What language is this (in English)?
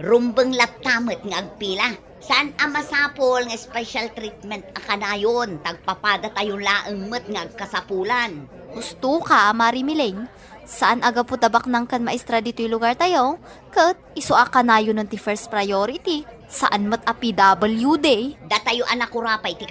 Iloko